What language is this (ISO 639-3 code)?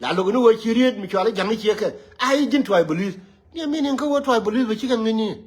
nus